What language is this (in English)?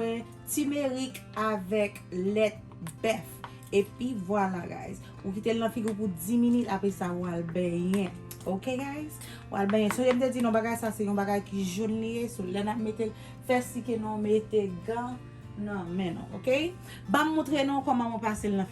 Haitian Creole